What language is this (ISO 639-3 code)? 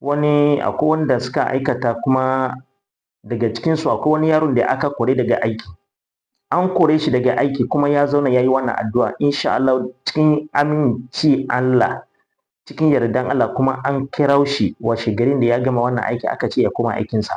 hau